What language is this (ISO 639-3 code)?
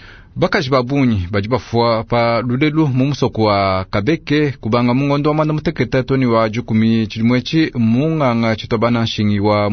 lua